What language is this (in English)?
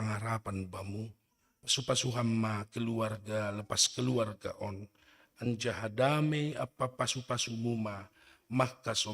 Batak Simalungun